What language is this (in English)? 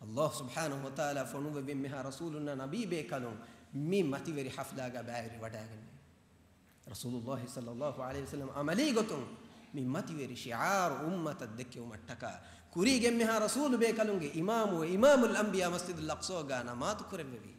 Divehi